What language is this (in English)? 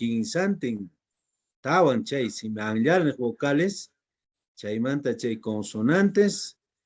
Quechua